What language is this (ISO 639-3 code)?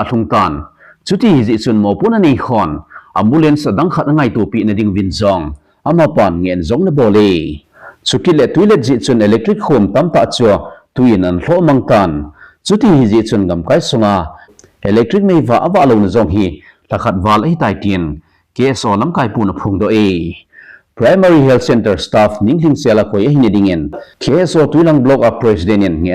tcz